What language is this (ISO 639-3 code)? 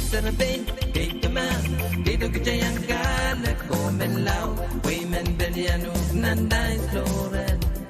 pon